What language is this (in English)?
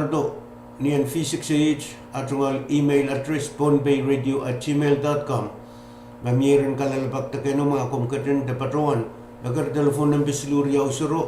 Pohnpeian